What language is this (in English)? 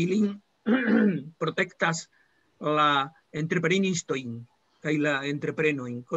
Esperanto